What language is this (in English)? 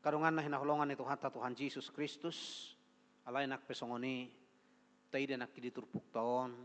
Batak Toba